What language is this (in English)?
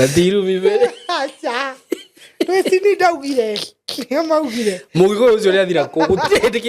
Kikuyu